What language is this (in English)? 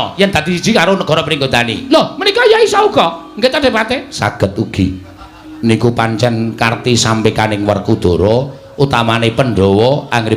Javanese